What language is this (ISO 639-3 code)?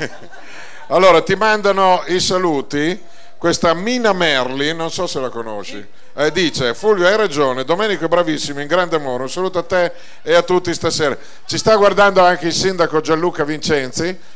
ita